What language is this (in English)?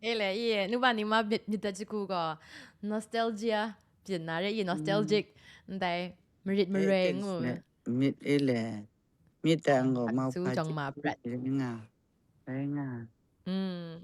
Kachin